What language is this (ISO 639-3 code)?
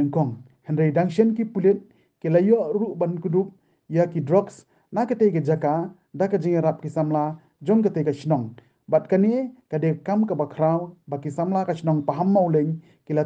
kha